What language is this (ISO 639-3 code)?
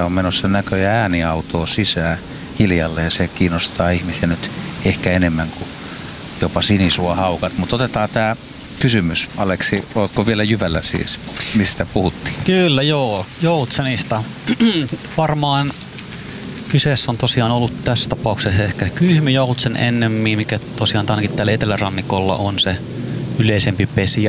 fin